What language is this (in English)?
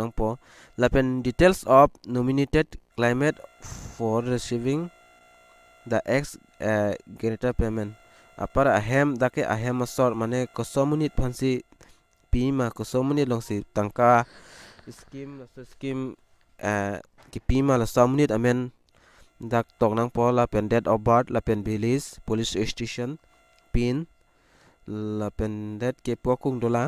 Karbi